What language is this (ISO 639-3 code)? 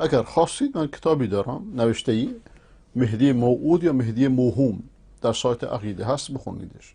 fas